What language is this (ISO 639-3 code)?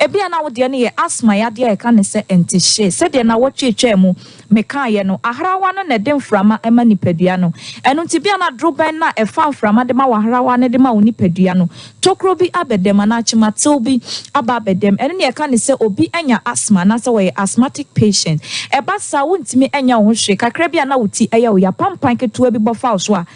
aka